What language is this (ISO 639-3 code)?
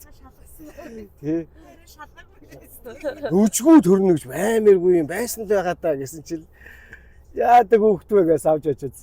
mon